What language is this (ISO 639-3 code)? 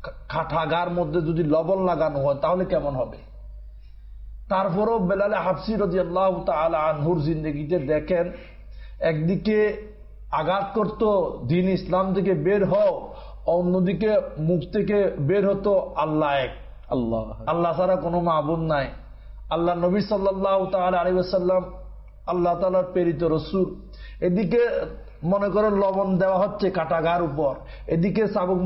ben